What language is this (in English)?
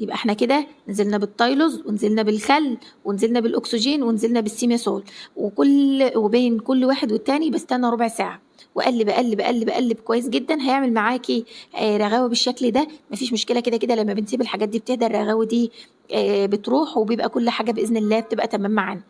Egyptian Arabic